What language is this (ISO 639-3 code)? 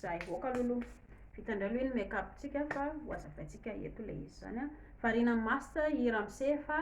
mlg